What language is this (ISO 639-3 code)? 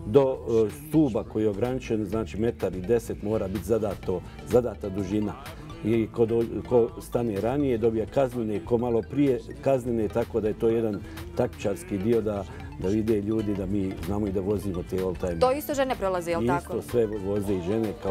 bos